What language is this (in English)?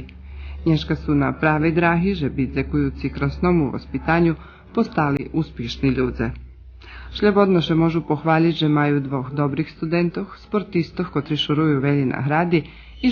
Rusyn